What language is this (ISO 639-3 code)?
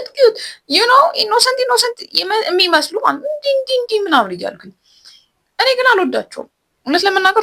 amh